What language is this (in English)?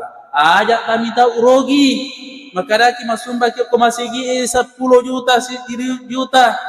Buginese